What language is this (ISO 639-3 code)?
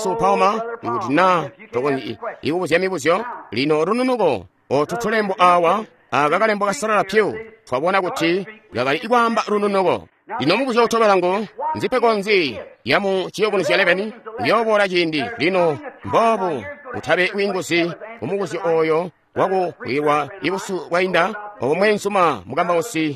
toi